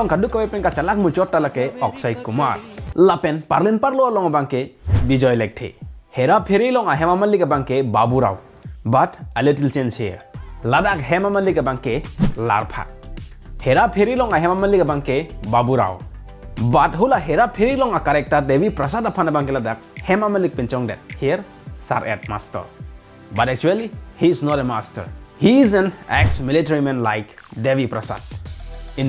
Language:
Karbi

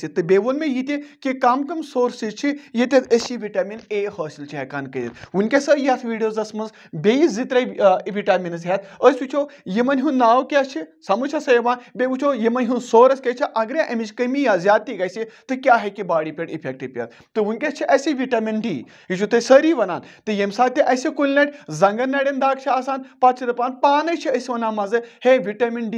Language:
Kashmiri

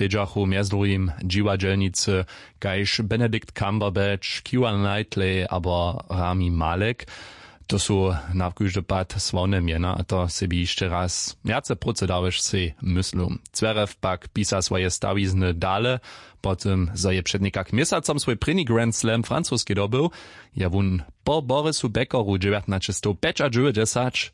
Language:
Upper Sorbian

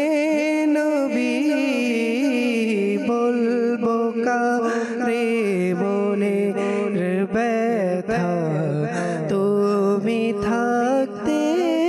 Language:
Bangla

